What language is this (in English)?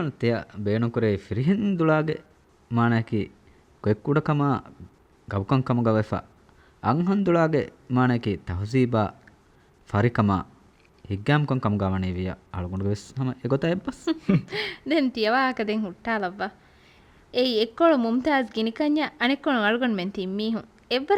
Divehi